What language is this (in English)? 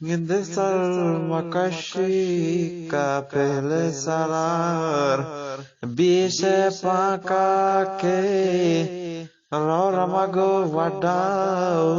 Eastern Balochi